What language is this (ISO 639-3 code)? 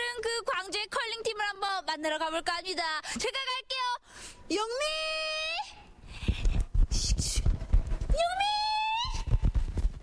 kor